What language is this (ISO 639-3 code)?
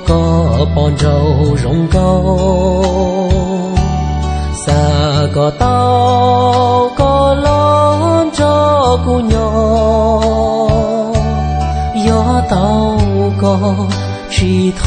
hmn